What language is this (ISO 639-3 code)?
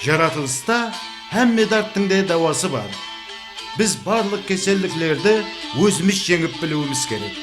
kaa